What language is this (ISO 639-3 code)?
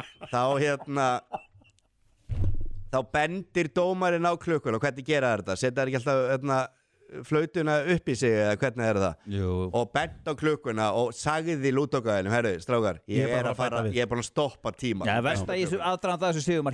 isl